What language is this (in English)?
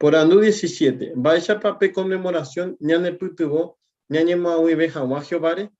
Guarani